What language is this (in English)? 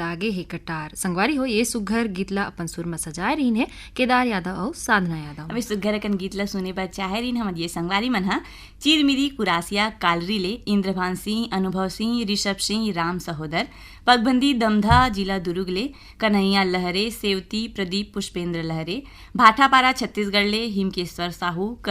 Chhattisgarhi